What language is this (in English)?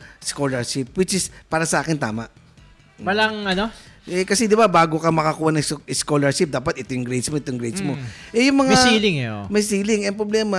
Filipino